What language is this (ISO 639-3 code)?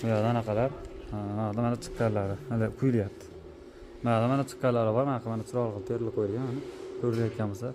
uzb